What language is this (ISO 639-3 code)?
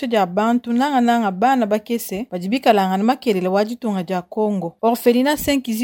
lua